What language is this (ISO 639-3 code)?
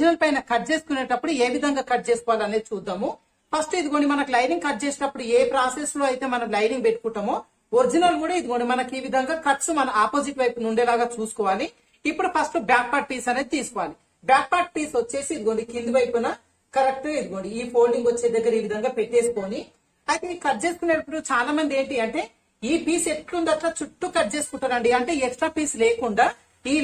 tel